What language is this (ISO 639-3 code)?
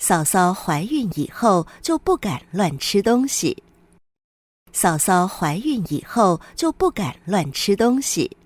hak